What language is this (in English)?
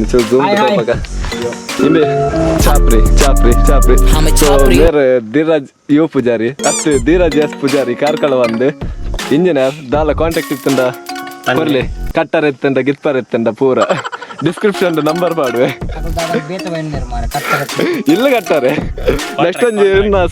Tulu